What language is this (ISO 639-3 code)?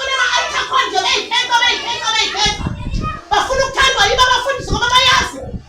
zul